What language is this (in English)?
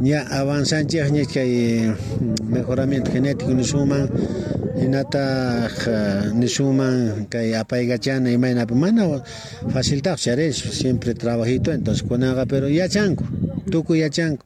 South Bolivian Quechua